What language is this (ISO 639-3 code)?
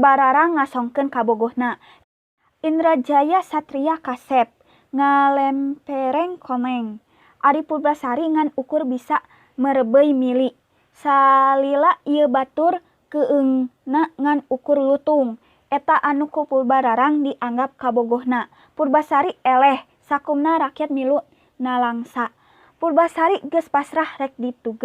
sun